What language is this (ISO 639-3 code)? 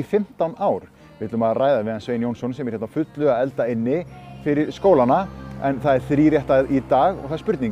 isl